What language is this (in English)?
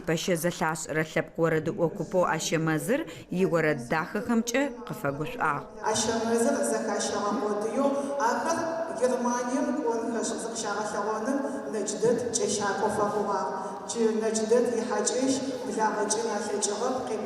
Adyghe